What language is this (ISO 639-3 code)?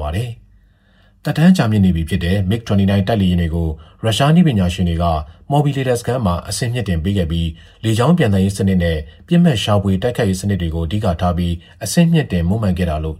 mya